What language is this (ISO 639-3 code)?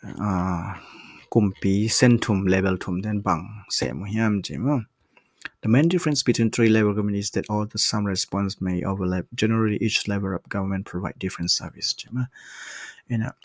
ctd